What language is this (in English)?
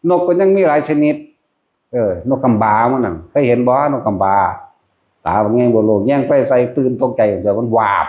Northeastern Thai